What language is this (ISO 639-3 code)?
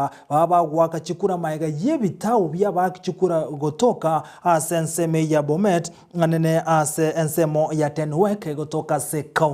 guz